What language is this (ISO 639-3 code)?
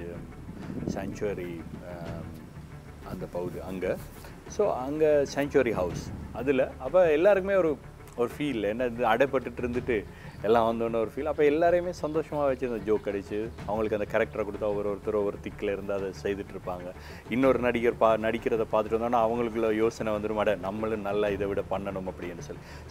tam